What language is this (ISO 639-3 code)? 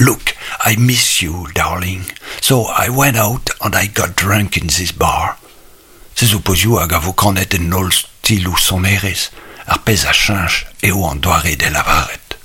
bre